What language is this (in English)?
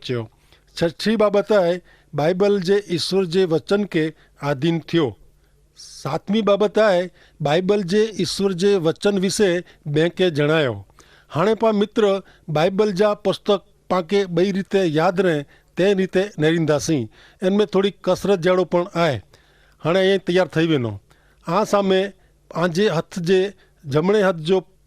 Kachhi